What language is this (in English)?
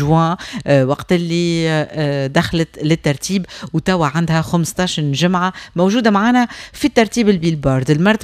Tunisian Arabic